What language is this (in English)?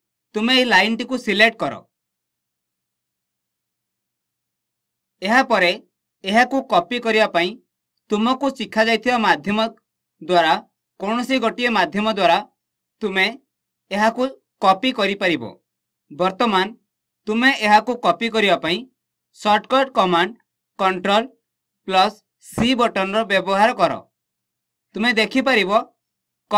Odia